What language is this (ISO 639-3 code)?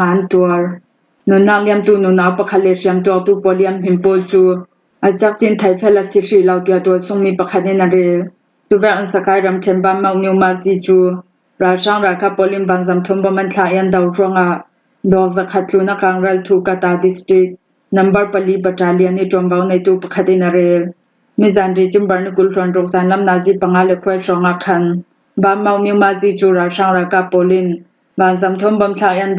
cfm